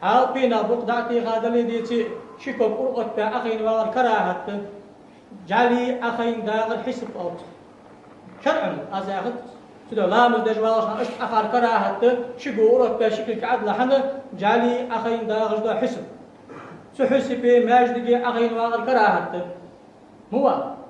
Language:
Ingush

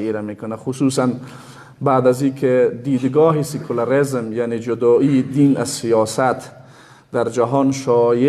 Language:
Persian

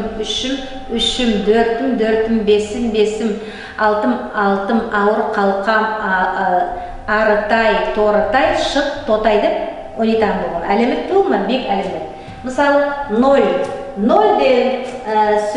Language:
Nogai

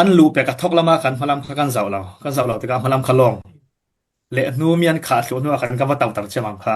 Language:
Falam Chin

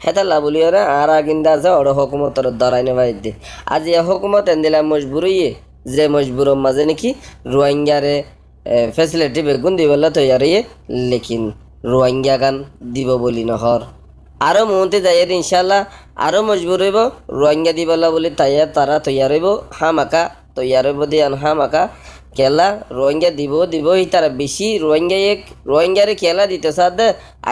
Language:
Rohingya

